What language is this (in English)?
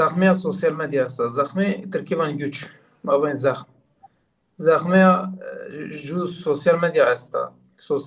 Zaza